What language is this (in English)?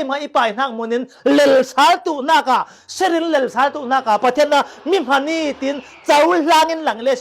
Falam Chin